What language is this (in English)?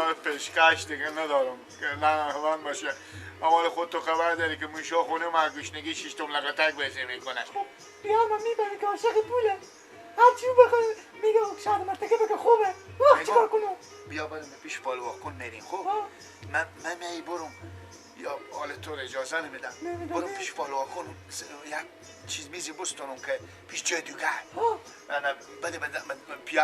Persian